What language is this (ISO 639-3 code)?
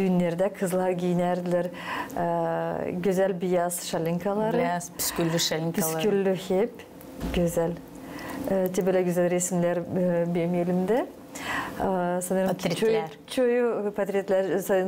gag